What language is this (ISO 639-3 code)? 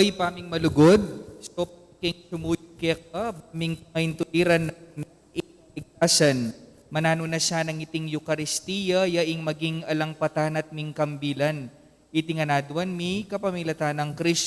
pam